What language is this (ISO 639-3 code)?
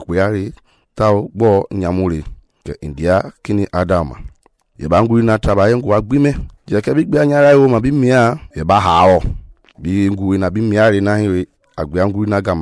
men